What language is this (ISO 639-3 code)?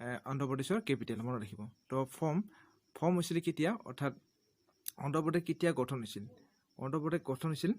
asm